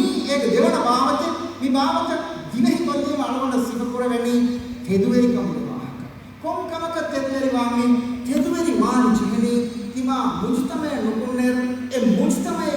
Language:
Divehi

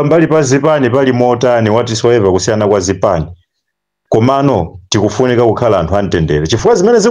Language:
Nyanja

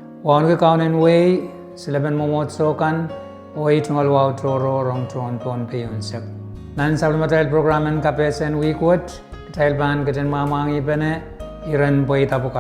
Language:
Pohnpeian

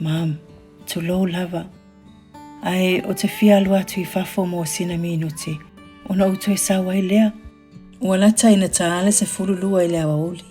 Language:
Samoan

